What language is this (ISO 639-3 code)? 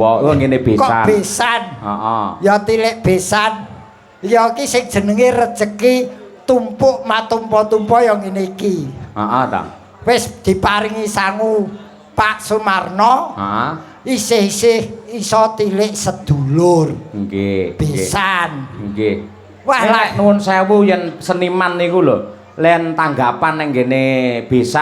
jav